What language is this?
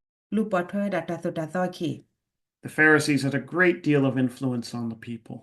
S'gaw Karen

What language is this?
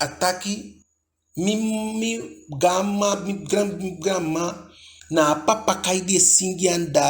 Eastern Maroon Creole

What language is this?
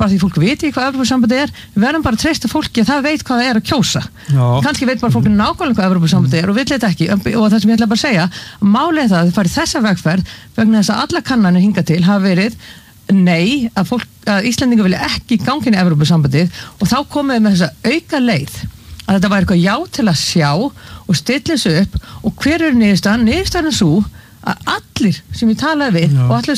Icelandic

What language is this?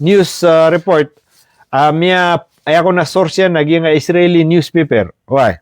Maranao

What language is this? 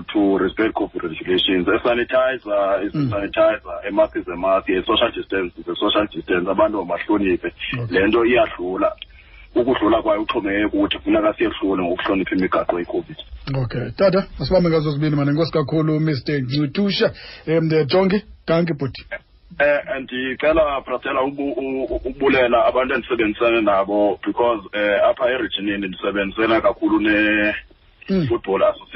Xhosa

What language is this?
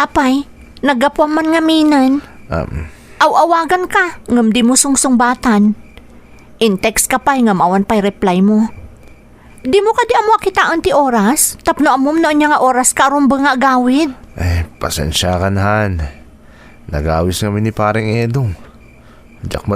Iloko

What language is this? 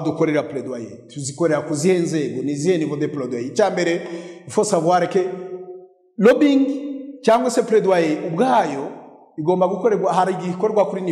Kinyarwanda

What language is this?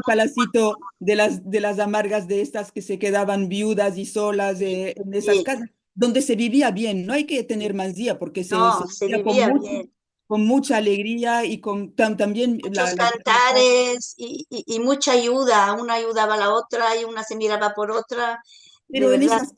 Ladino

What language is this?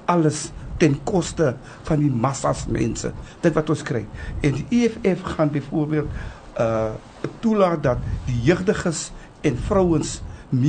Afrikaans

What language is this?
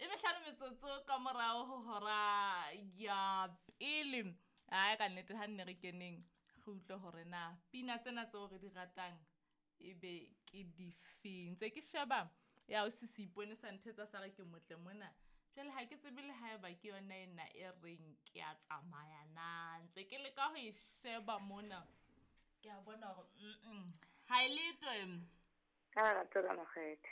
Southern Sotho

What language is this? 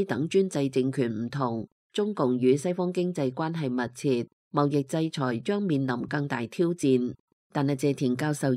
Cantonese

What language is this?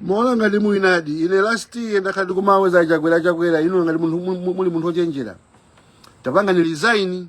Nyanja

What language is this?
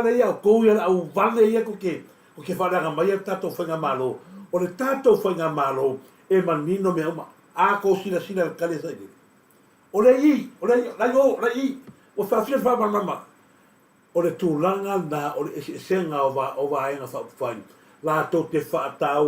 Samoan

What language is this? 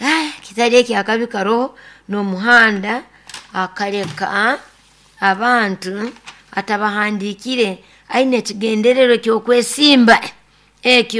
Nyoro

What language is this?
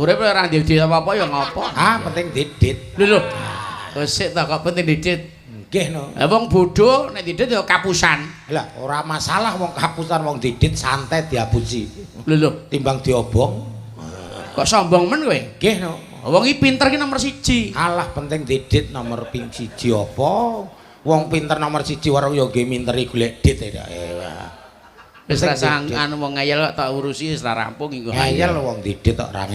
Javanese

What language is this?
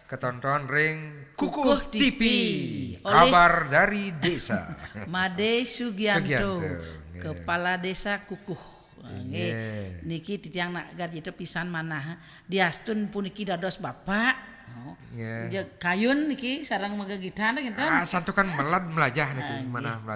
Balinese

